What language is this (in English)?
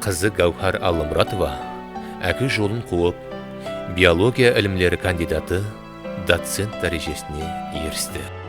Kara-Kalpak